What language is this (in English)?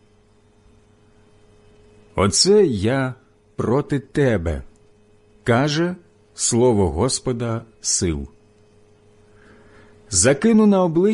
Ukrainian